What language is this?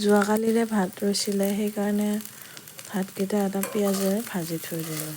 Assamese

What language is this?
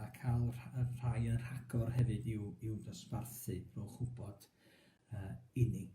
Welsh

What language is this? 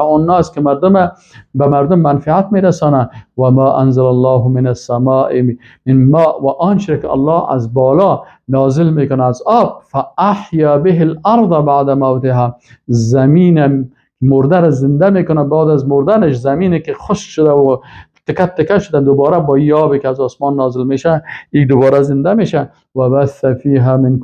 Persian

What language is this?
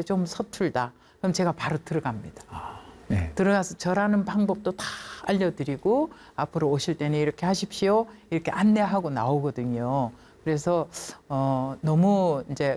Korean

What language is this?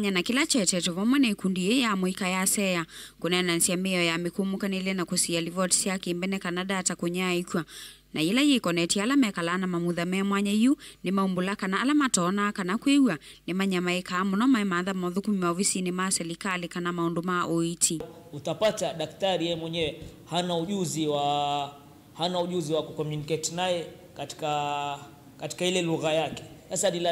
Kamba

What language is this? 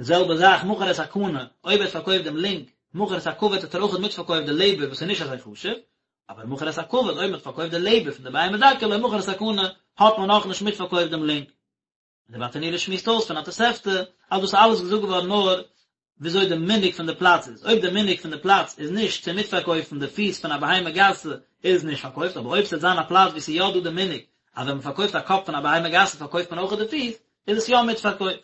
Yiddish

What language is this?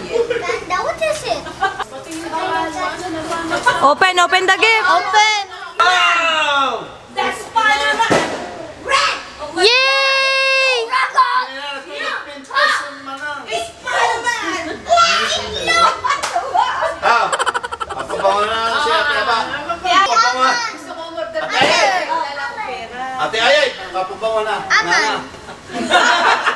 Filipino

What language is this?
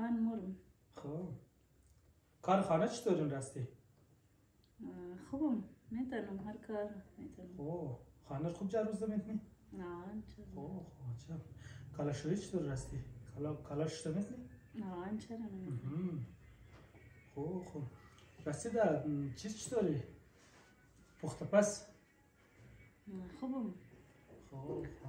Persian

